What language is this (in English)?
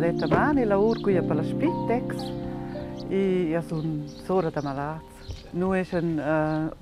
Romansh